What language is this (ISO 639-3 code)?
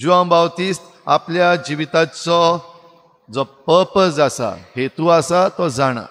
kok